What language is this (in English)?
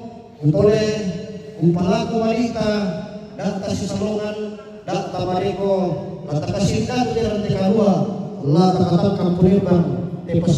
Toraja-Sa'dan